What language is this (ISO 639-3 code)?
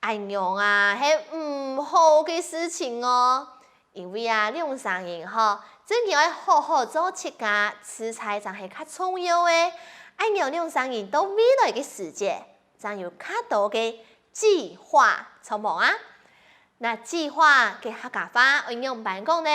hak